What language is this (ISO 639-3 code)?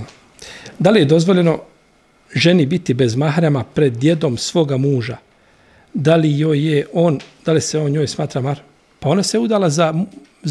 bos